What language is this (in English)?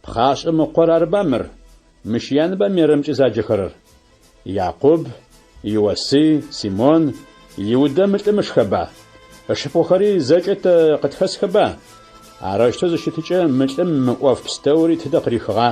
Adyghe